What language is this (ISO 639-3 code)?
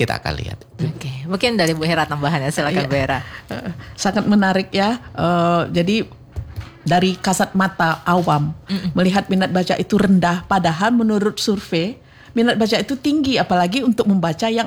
ind